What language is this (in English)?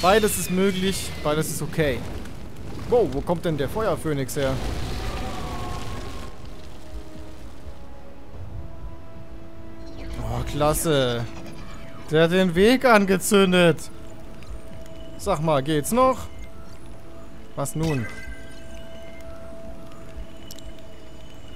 German